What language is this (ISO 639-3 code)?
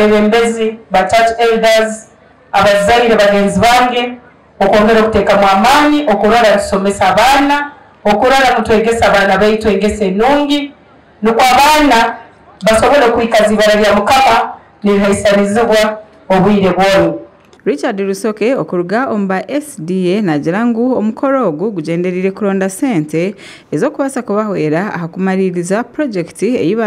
nyn